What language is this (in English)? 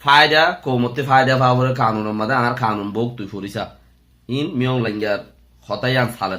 Rohingya